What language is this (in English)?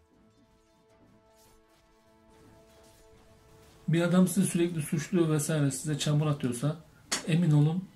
Turkish